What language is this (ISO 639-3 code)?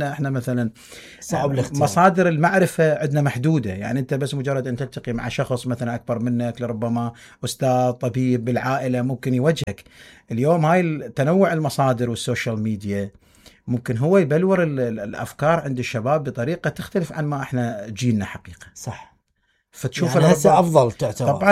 acm